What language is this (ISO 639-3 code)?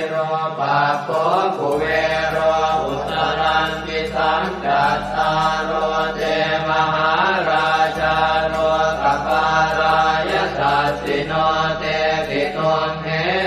pli